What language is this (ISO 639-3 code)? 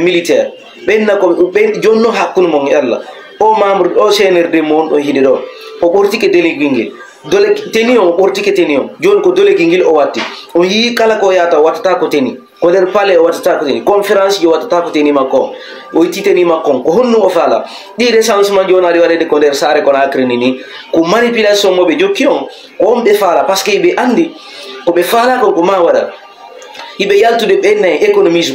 ful